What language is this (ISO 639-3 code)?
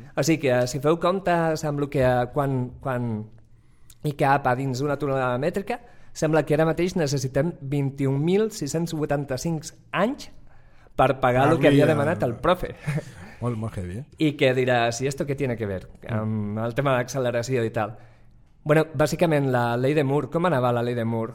cat